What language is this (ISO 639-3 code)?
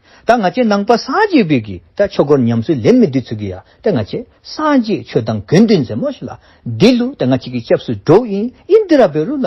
dzo